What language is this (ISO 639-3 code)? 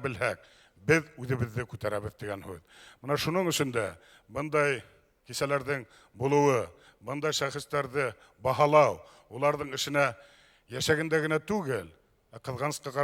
bak